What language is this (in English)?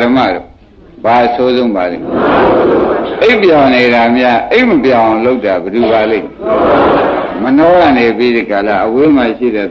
Burmese